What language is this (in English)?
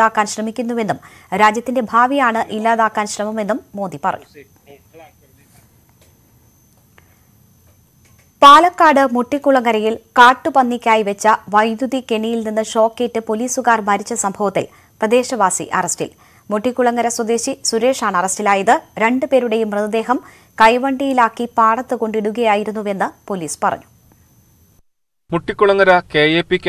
Malayalam